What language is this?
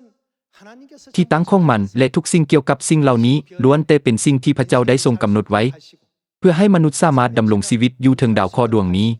Lao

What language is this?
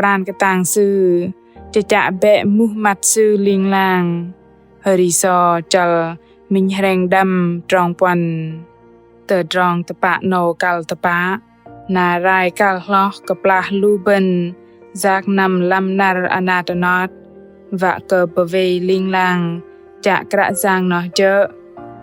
Bahnar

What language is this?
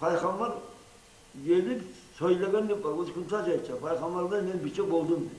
Kumyk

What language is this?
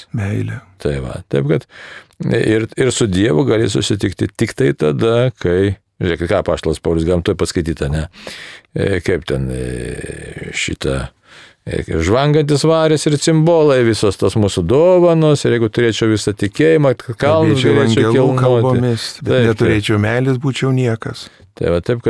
Lithuanian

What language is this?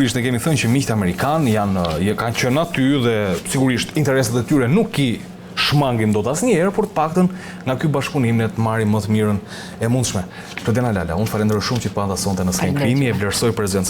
Albanian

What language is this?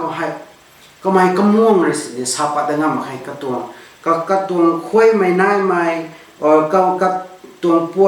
Rongmei Naga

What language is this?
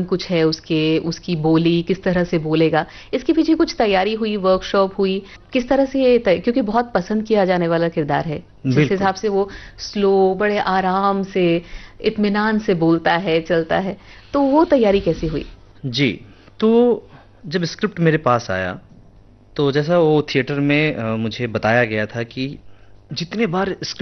Hindi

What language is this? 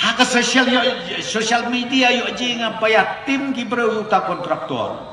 Khasi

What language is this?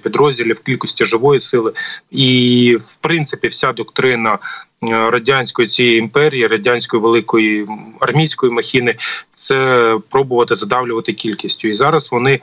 Ukrainian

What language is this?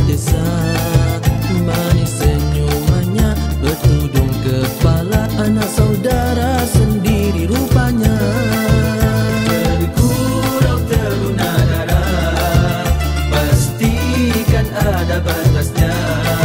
Malay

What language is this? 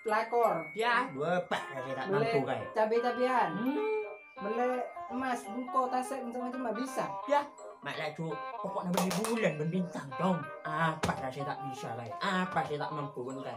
Madurese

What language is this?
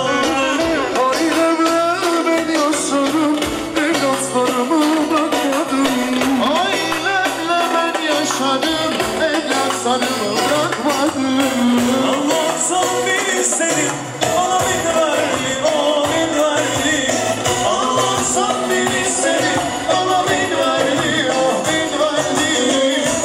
Turkish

